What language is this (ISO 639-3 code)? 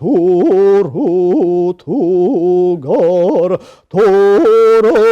sah